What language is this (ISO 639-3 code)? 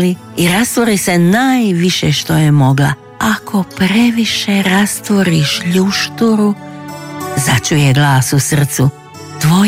hrv